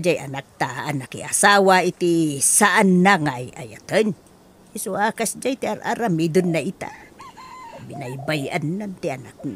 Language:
Iloko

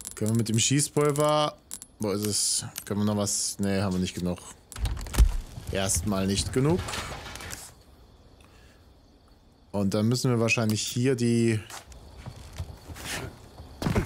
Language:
German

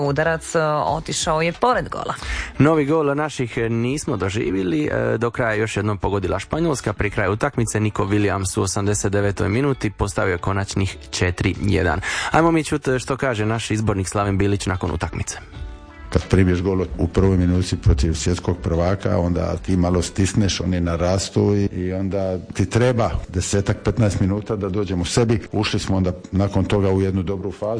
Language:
Croatian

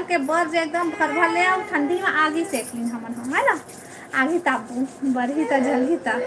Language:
Chhattisgarhi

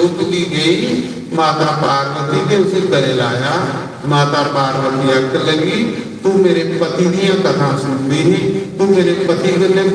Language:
Dogri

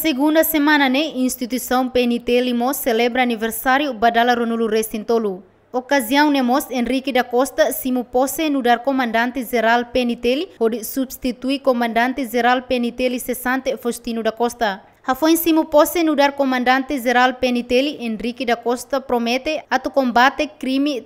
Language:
Tetum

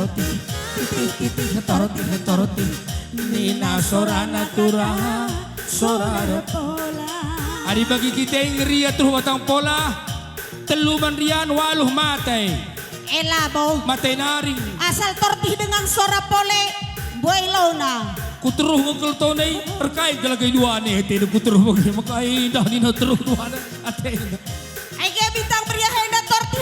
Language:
Batak Karo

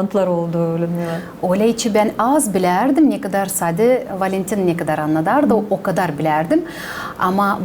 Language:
Gagauz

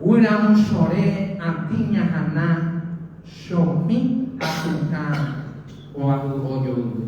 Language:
Guarani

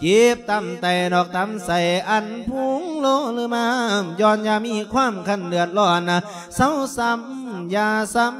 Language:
Lao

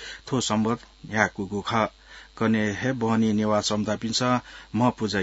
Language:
Newari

